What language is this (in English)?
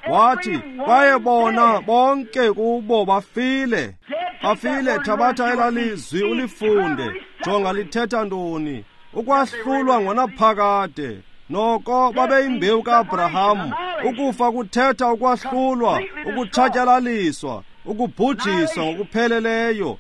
Xhosa